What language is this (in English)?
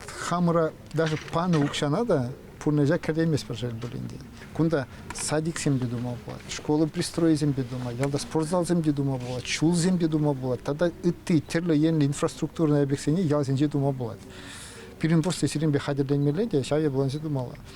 Chuvash